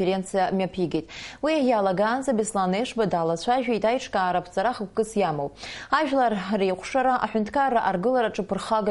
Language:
Abkhazian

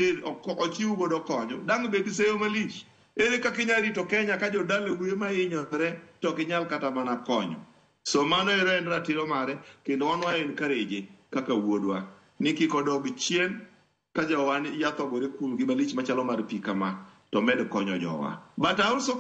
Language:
Luo (Kenya and Tanzania)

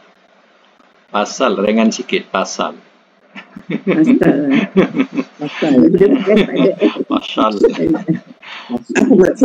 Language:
Malay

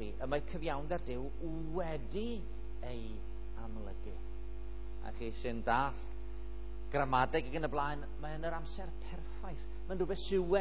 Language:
Welsh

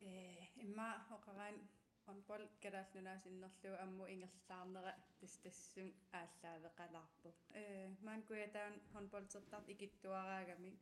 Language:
Kalaallisut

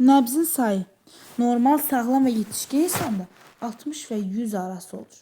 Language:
Azerbaijani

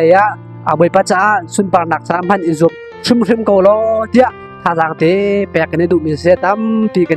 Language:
Hakha Chin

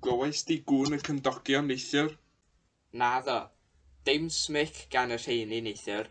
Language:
Welsh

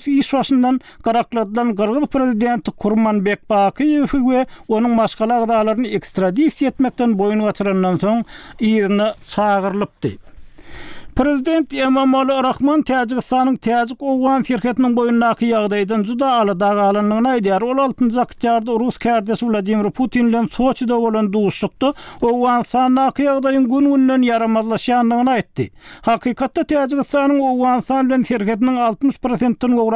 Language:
Turkmen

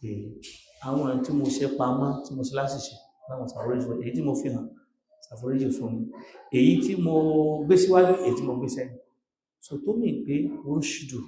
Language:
Yoruba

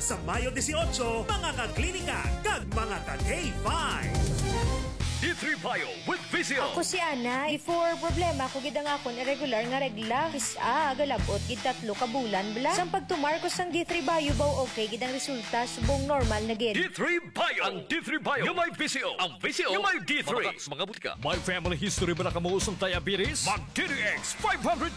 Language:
Hiligaynon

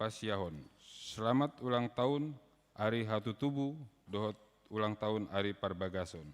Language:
Batak Toba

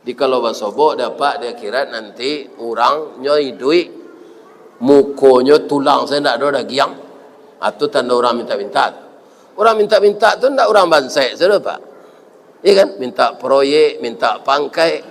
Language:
Minangkabau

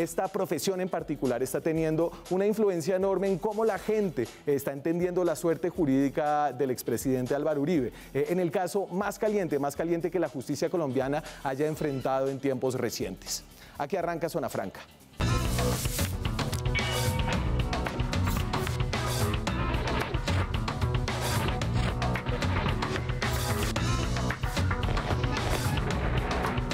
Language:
Spanish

